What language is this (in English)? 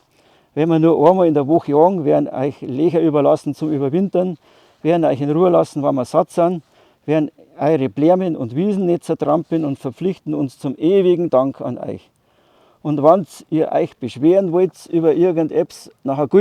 Bavarian